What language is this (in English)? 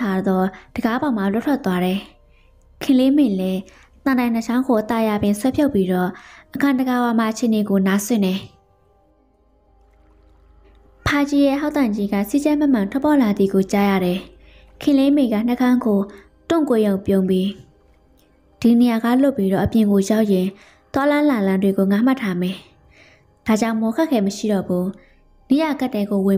Burmese